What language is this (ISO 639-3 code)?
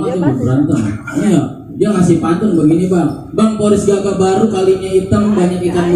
bew